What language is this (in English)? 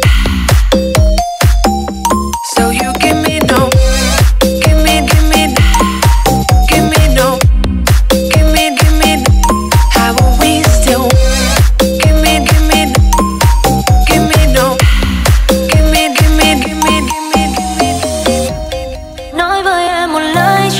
Vietnamese